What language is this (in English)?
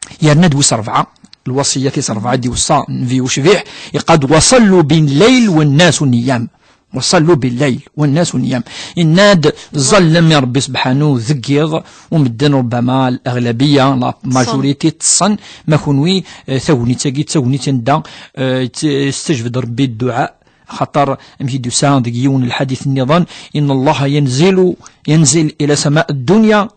Kabyle